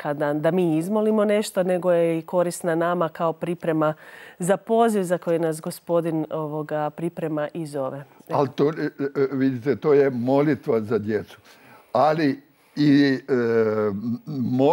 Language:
Croatian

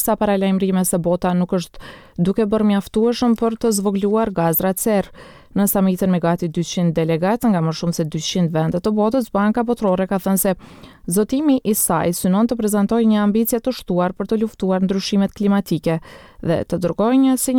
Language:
Albanian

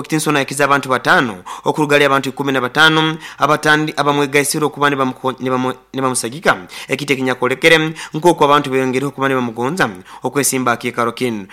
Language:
Nyoro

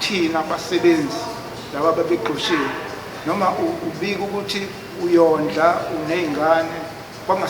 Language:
Zulu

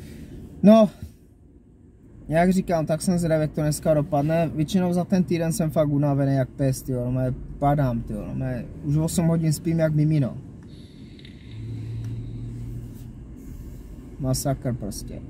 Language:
Czech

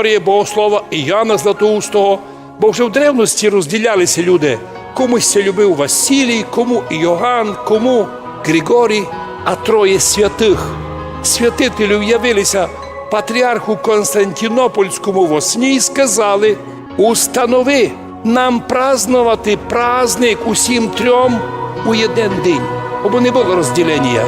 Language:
Rusyn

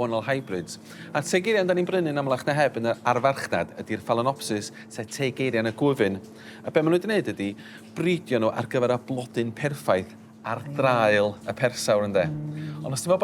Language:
Welsh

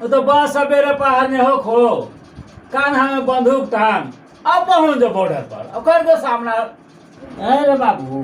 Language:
Magahi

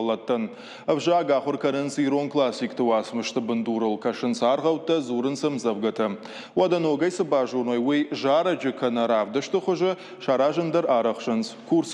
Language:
Ossetic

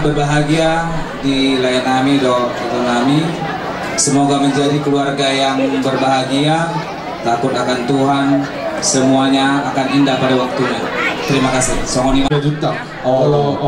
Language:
Batak Toba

